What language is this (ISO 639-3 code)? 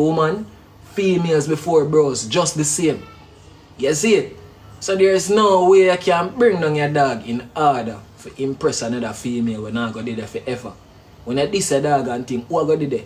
jam